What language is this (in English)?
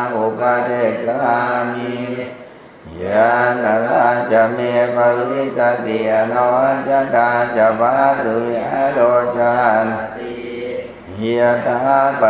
Pali